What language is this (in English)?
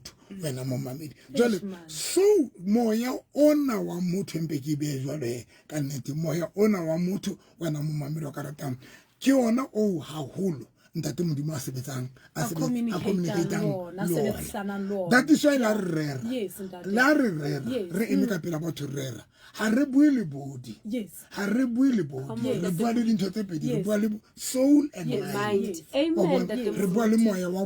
Southern Sotho